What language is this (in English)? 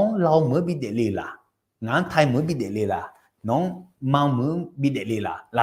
Akha